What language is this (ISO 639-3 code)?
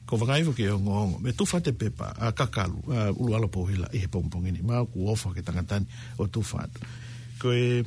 ton